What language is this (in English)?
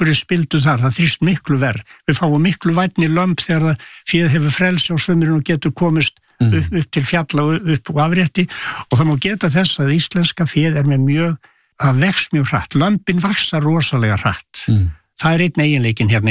Icelandic